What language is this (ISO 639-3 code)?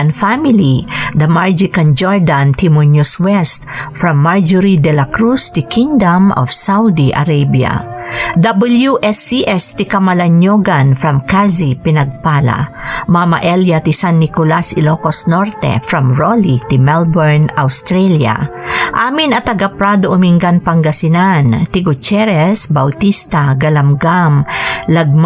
ilo